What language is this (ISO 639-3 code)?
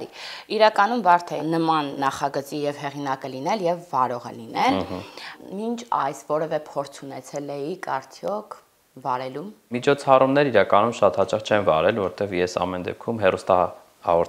hye